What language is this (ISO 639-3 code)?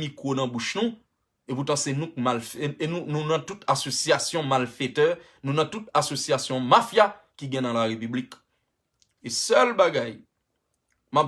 hat